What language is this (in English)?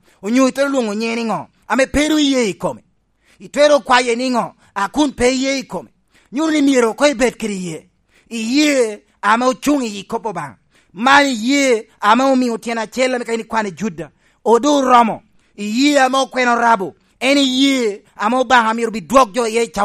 Lango (Uganda)